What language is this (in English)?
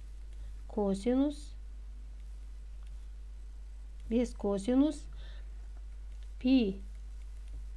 Kazakh